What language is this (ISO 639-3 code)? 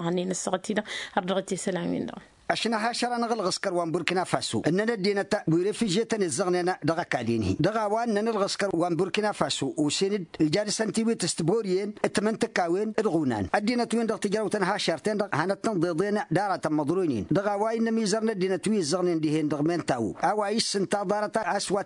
taq